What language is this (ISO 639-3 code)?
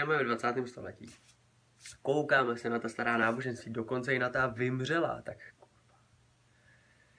ces